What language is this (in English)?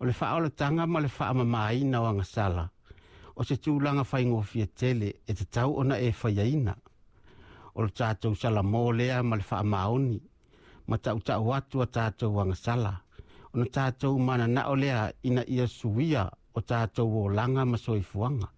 Samoan